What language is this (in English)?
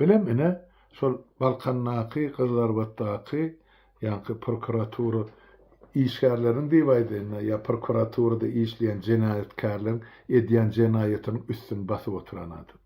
Turkmen